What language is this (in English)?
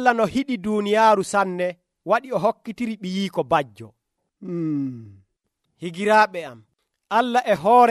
Nigerian Fulfulde